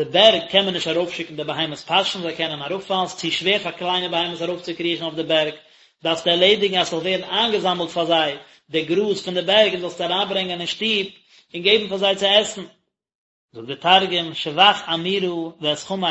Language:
Yiddish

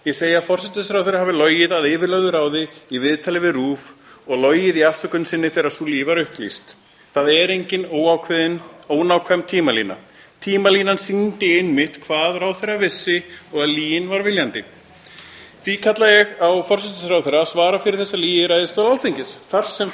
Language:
Icelandic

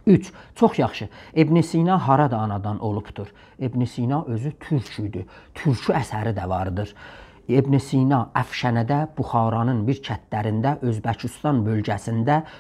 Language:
South Azerbaijani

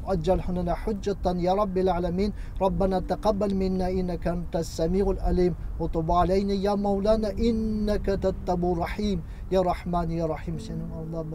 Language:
Kazakh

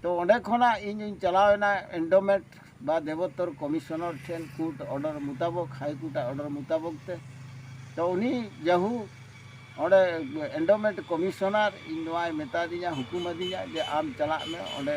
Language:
Santali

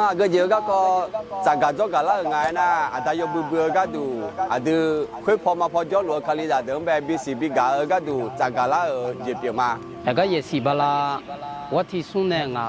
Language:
Akha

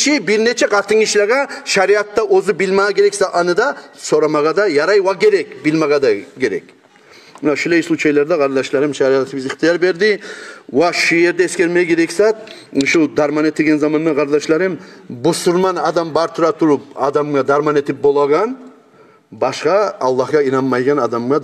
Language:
Kumyk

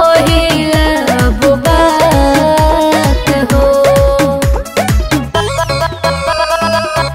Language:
Bhojpuri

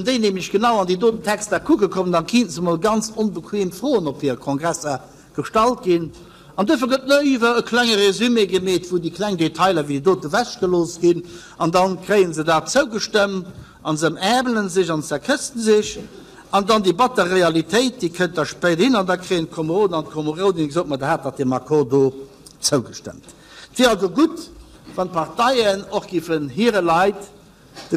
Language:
Luxembourgish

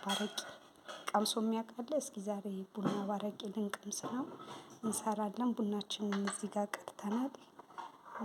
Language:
Amharic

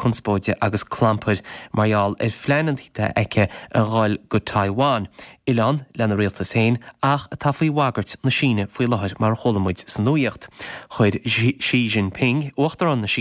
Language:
Irish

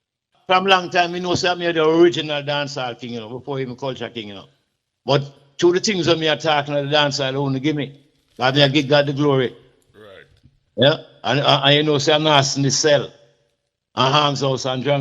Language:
Jamaican Creole English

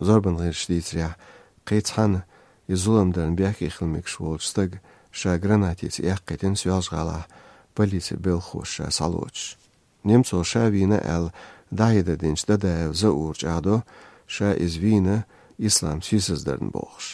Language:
Chechen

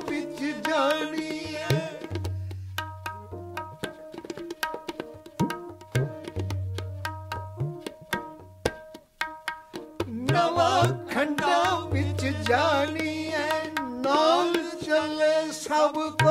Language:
Punjabi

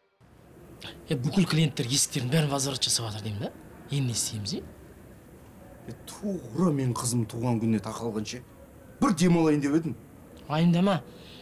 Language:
Kazakh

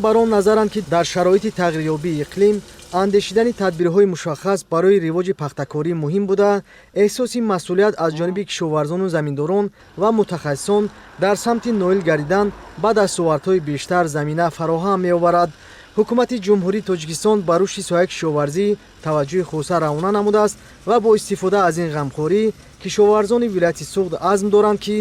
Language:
Tajik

